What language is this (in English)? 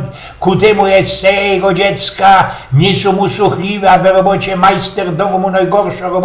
Silesian